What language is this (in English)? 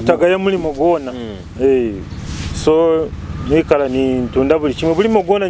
Nyoro